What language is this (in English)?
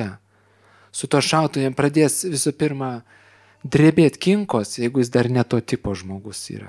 Lithuanian